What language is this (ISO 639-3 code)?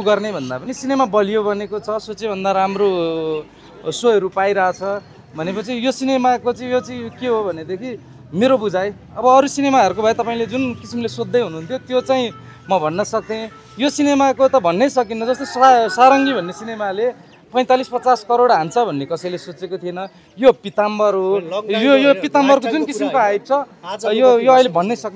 nep